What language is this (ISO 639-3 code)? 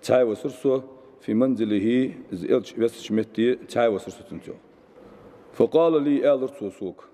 inh